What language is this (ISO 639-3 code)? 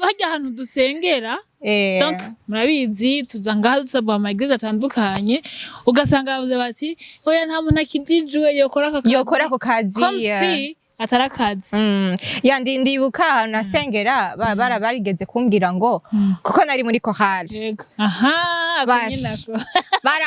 run